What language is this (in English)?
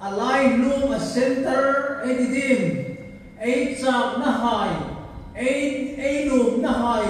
Hmar